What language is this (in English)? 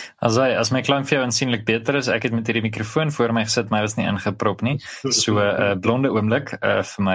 Afrikaans